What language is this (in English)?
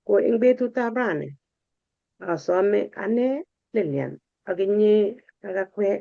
Kalenjin